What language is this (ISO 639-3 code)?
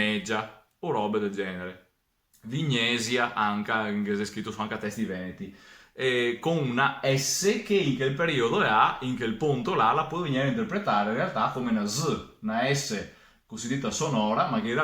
vec